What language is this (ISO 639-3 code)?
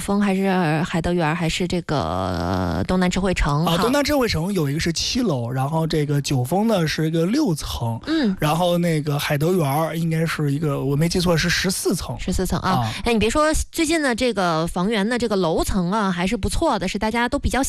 zho